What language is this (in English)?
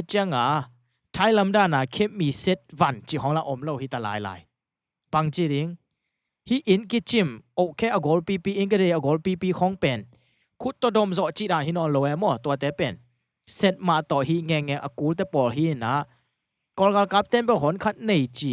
Tedim Chin